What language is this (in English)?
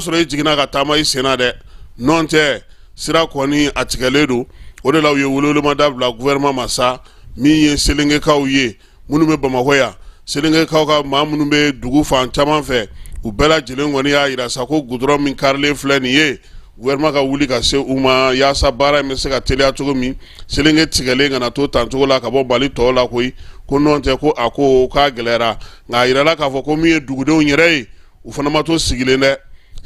Bambara